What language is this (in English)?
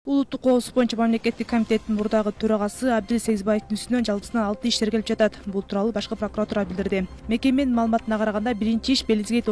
Kyrgyz